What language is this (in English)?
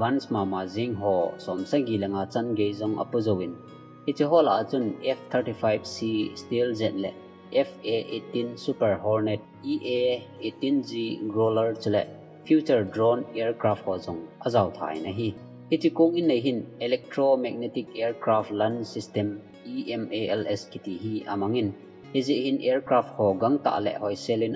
Thado Chin